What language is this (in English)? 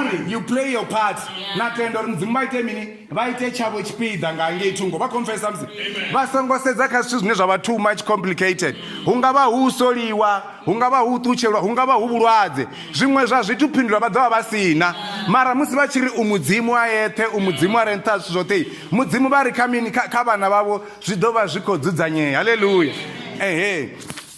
Venda